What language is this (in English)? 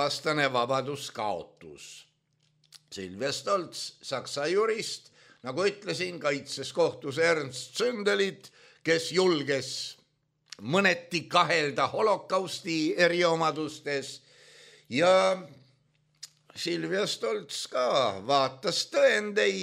Estonian